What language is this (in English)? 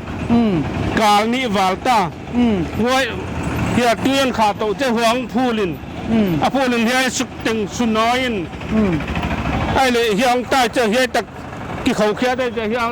Paite Chin